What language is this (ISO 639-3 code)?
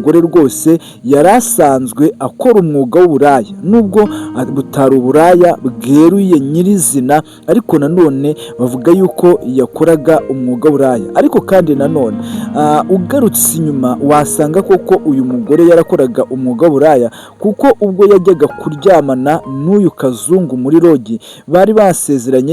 kin